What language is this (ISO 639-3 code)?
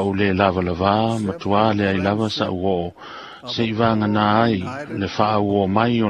smo